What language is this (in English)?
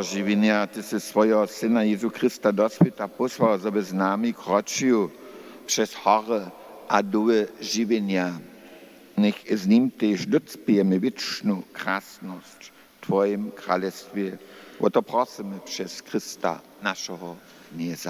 Upper Sorbian